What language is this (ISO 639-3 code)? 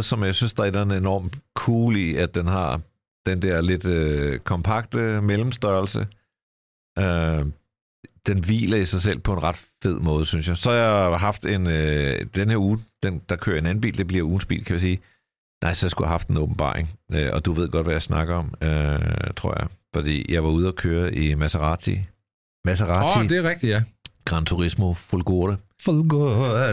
dan